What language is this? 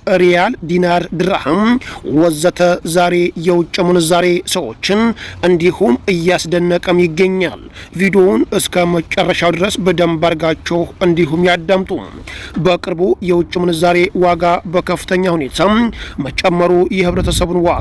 Amharic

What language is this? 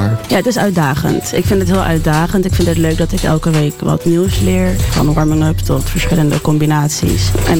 Dutch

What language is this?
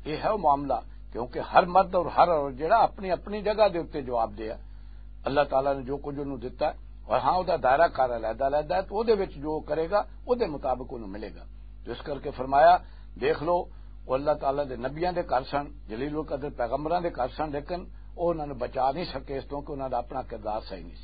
Western Panjabi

